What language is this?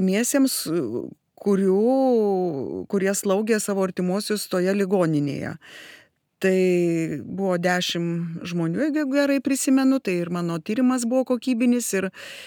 Lithuanian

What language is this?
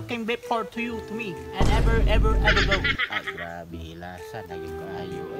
Cebuano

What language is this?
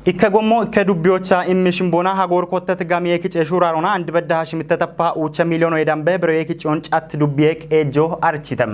Kafa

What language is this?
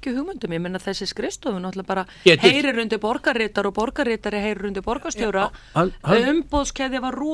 Icelandic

